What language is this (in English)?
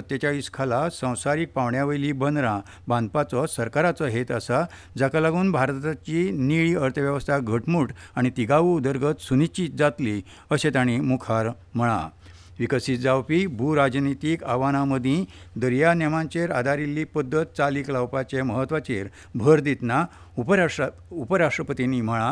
Konkani